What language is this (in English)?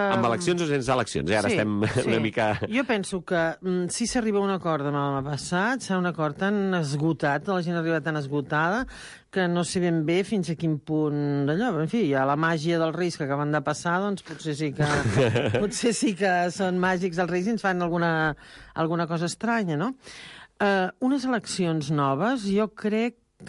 Catalan